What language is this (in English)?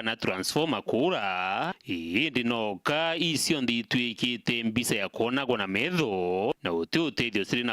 Meru